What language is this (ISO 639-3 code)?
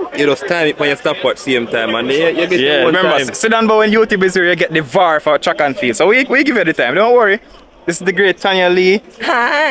jam